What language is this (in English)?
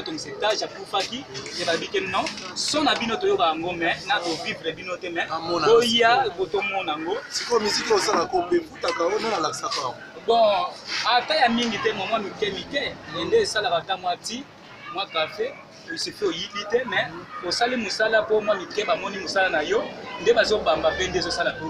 Lingala